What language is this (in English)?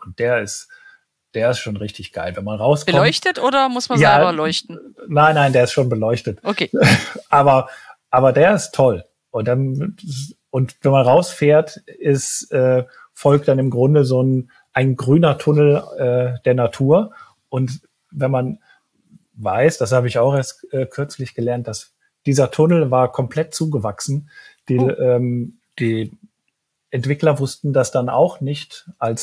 German